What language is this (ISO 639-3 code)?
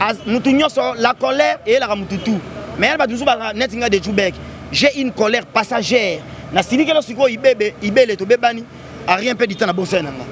lin